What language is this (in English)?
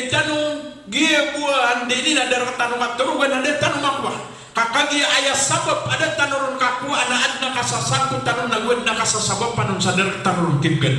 Maranao